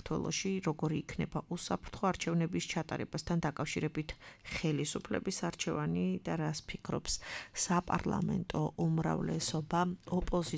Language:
Georgian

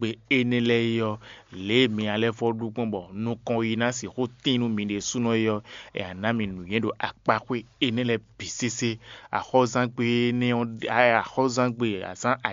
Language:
Fon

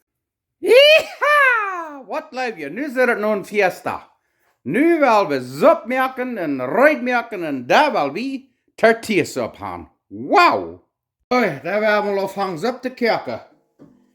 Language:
Plautdietsch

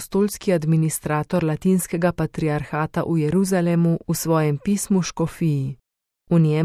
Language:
Slovenian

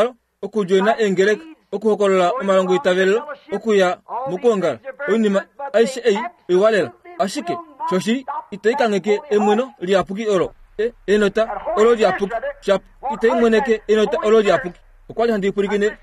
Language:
Kuanyama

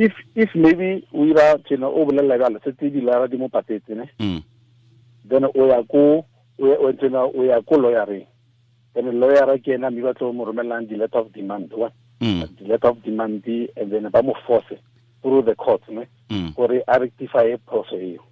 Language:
Tswana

